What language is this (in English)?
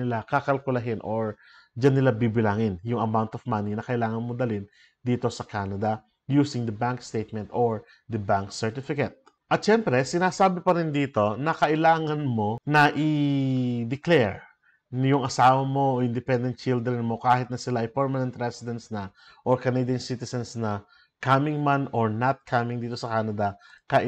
Filipino